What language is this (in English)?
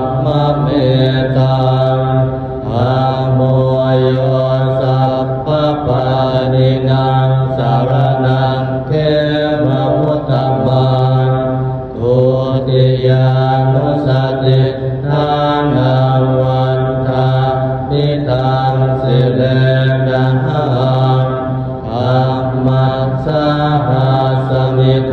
Pali